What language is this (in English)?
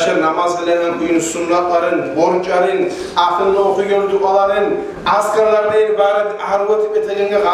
Kumyk